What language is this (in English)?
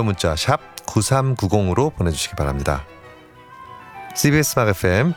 Korean